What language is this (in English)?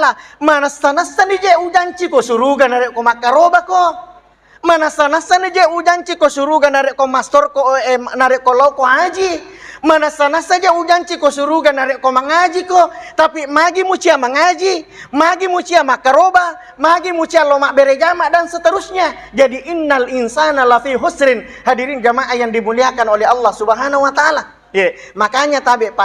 Buginese